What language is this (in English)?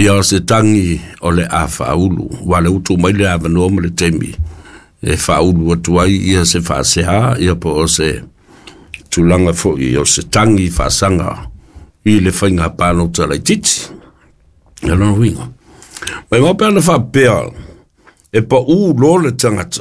Samoan